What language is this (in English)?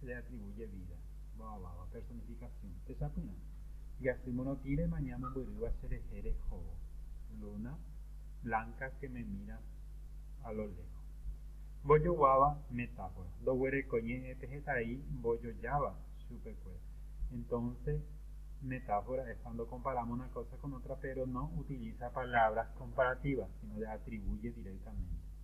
Guarani